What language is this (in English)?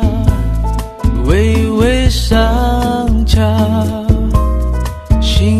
Chinese